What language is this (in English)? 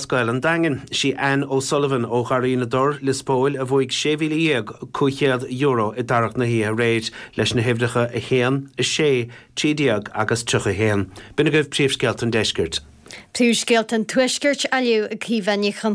Irish